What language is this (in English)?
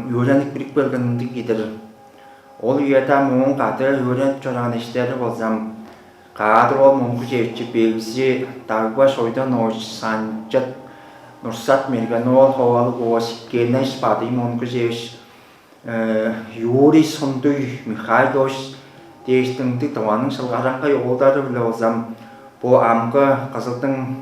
Tuvinian